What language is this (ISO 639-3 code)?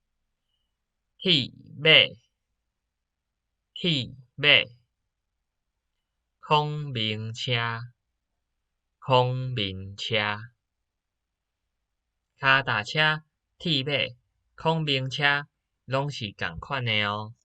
nan